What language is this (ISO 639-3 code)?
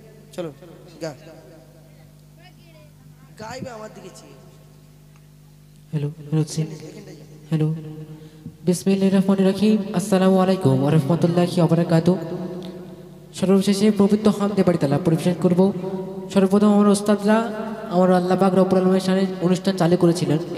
ben